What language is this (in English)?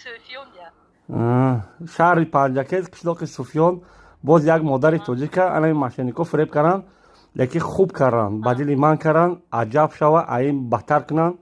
Tajik